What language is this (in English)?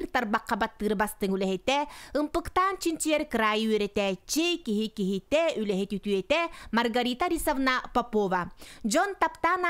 Yakut